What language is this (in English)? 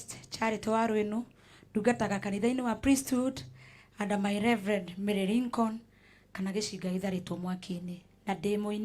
Kikuyu